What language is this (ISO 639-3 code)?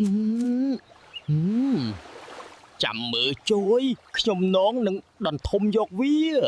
khm